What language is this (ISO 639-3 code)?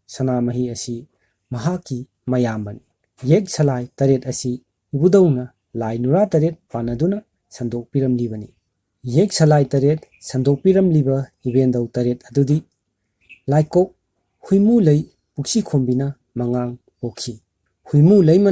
mni